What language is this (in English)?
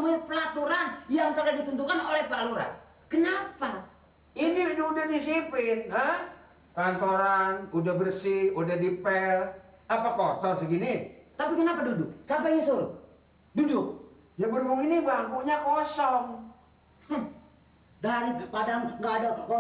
Betawi